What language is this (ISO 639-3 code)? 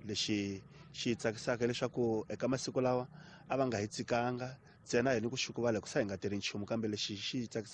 tso